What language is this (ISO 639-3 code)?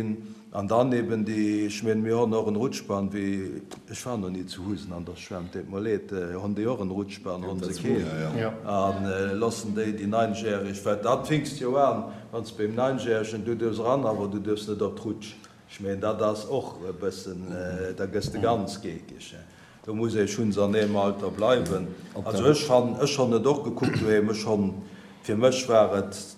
ltz